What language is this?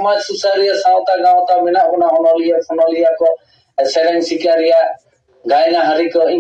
Santali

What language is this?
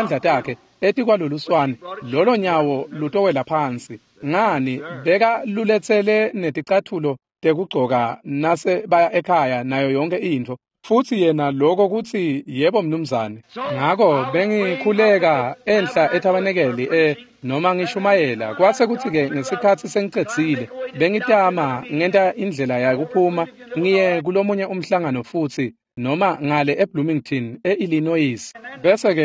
Swati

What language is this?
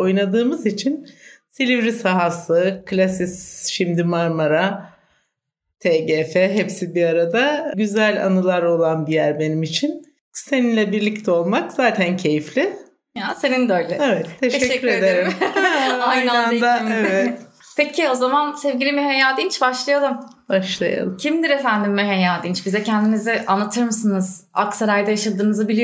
Turkish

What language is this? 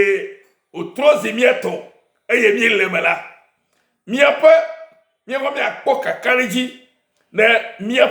Ewe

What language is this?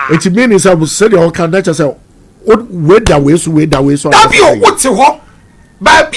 Akan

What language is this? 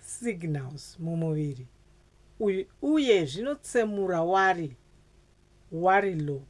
Shona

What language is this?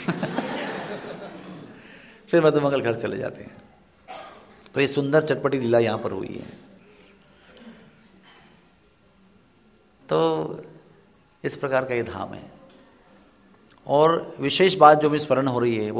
Hindi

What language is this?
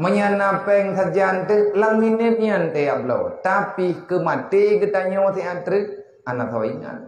Achinese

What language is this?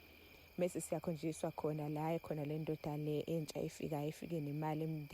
Zulu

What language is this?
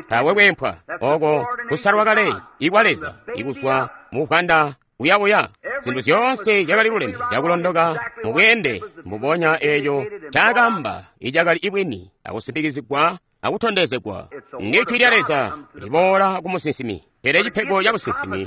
Tonga (Zambia)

